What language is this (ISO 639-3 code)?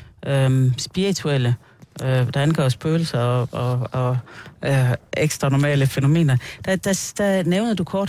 dan